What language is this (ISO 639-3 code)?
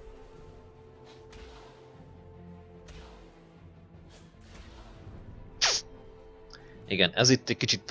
hun